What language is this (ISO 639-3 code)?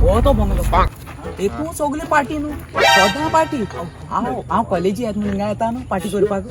kok